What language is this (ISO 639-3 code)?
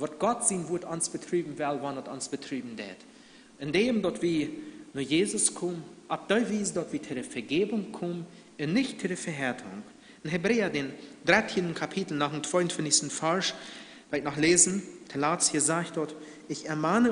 pdt